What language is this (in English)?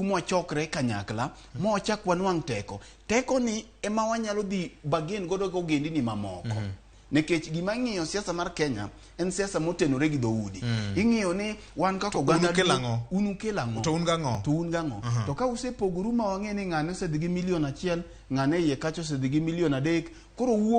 Luo (Kenya and Tanzania)